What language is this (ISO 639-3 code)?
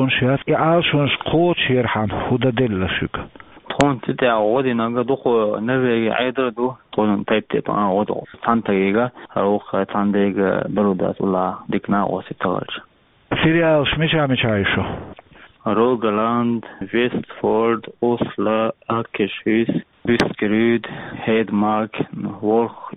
che